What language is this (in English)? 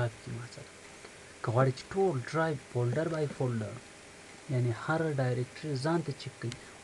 Pashto